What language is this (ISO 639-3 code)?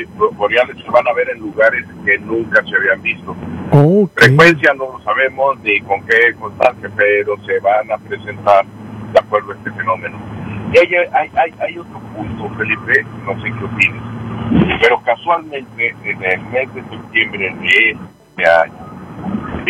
spa